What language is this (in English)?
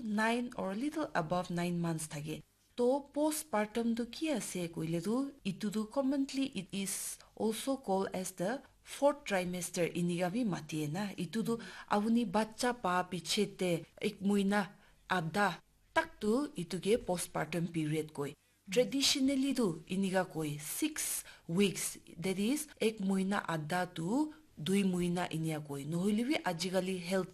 Naga Pidgin